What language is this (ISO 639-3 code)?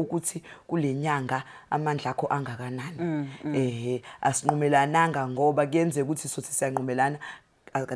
zul